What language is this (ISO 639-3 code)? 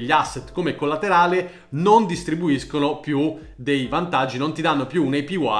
ita